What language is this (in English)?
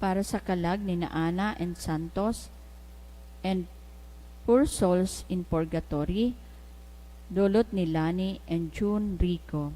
Bikol